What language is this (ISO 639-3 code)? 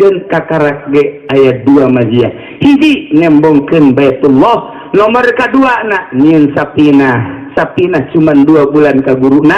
sun